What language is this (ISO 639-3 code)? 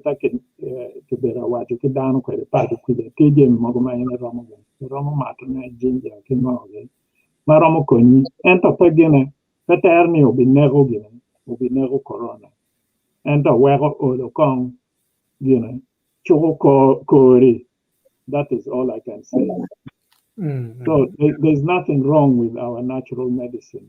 ach